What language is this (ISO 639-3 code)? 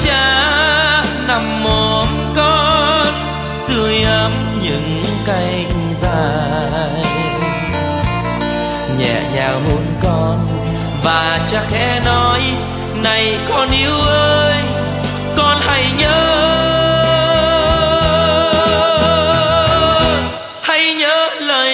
vie